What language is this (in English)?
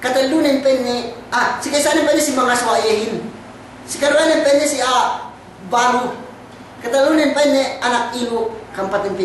Yakan